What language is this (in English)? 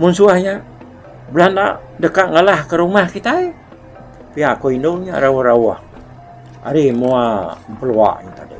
Iban